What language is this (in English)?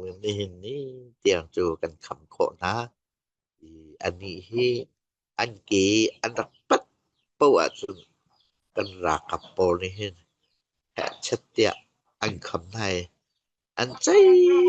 Falam Chin